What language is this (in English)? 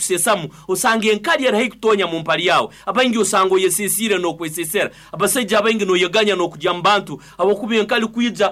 Nyoro